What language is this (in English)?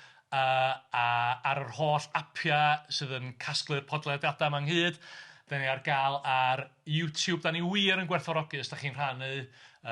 Welsh